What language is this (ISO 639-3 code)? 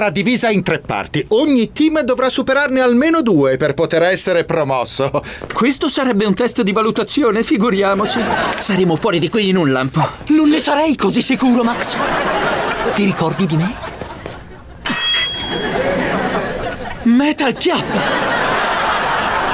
ita